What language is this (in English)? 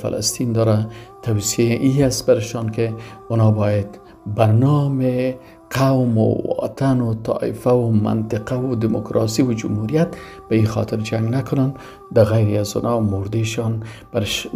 Persian